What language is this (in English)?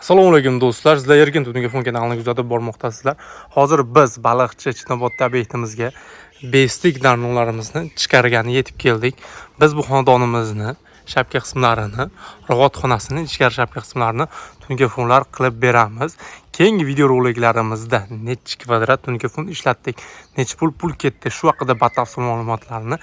Uzbek